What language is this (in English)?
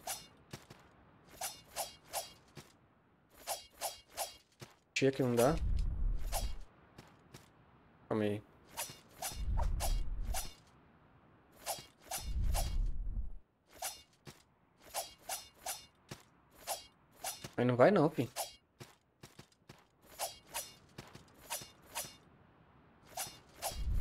Portuguese